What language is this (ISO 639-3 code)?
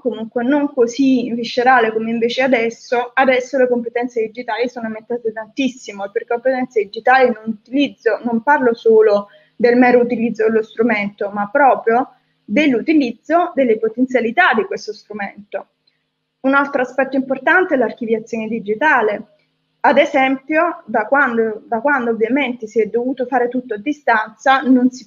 ita